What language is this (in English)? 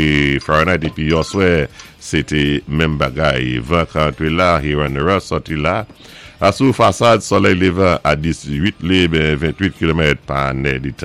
Saint Lucian Creole French